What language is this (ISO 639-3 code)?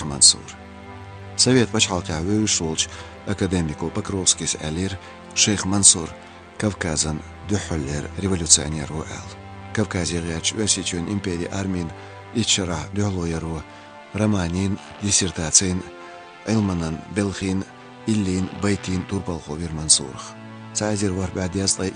che